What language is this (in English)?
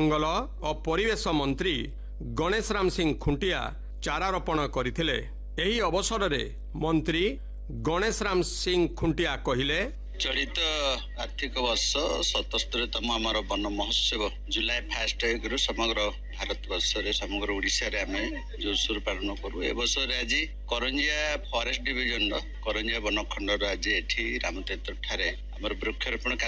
Odia